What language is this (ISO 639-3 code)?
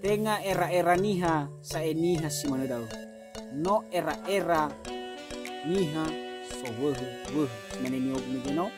nia